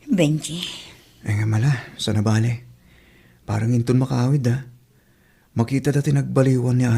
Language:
Iloko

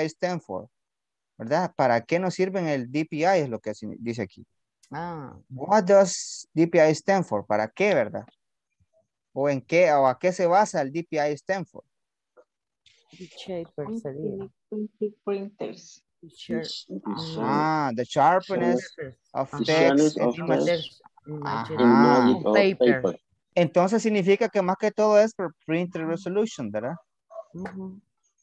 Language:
Spanish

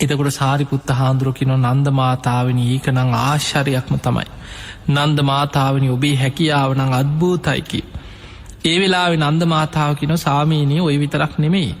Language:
Sinhala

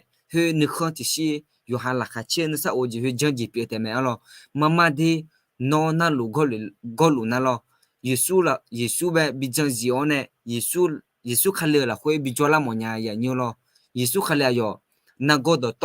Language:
Akha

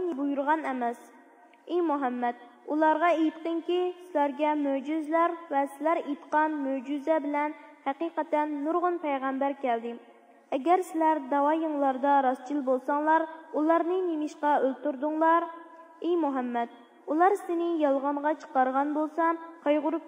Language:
Uyghur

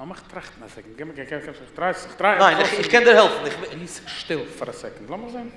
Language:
Yiddish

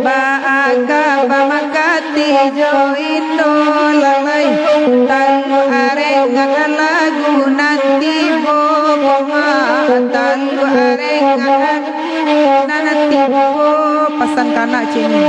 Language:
Minangkabau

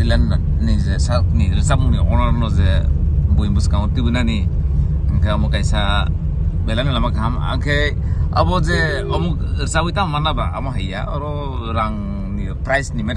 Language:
Kok Borok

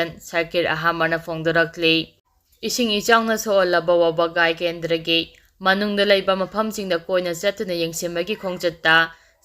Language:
Manipuri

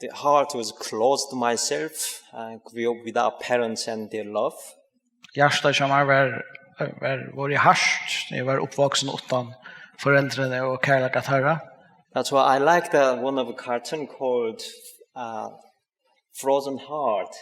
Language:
Faroese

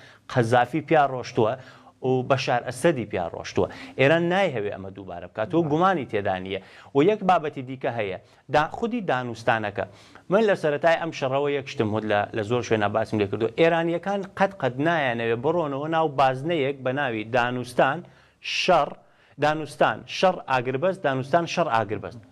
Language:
Central Kurdish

